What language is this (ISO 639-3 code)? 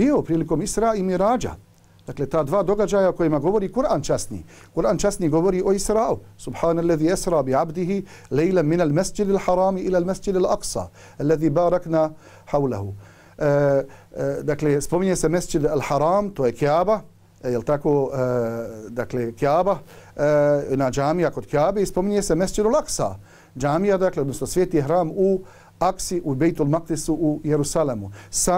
bos